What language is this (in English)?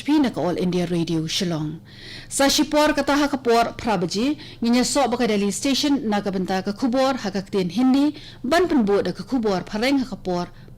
Khasi